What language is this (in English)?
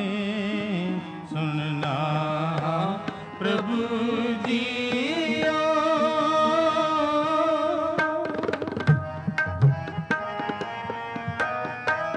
Punjabi